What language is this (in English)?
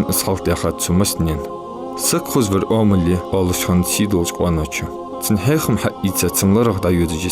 Ingush